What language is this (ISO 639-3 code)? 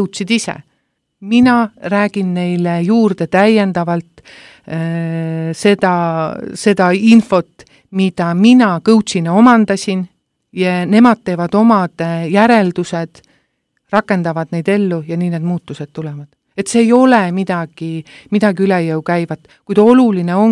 est